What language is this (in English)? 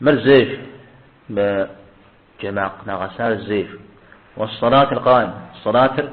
Kabardian